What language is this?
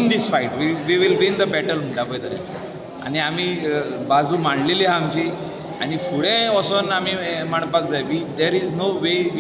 Konkani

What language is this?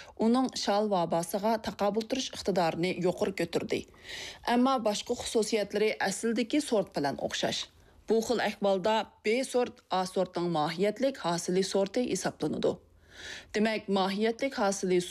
Uyghur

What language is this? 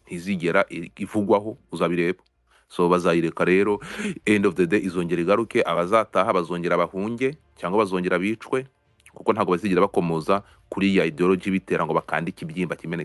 Kinyarwanda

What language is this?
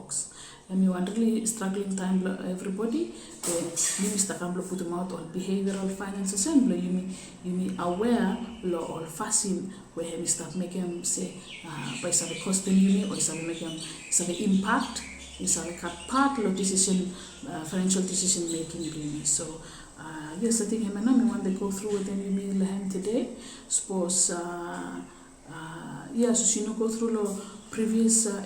Bislama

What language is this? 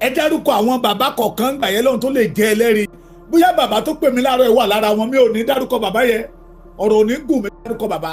Yoruba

